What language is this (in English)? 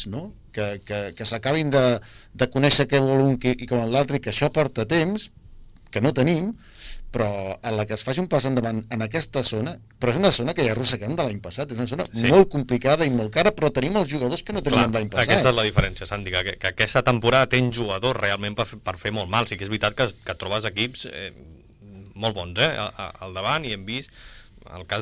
Catalan